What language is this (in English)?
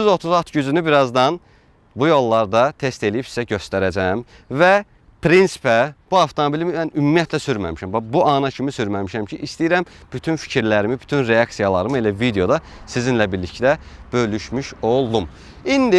Azerbaijani